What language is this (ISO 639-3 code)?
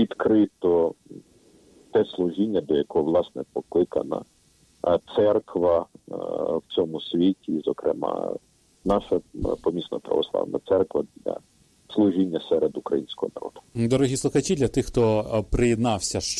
ukr